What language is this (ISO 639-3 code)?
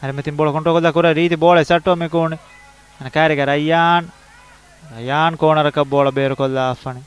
div